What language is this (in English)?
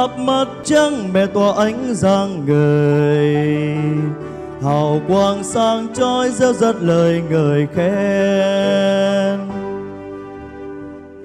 Vietnamese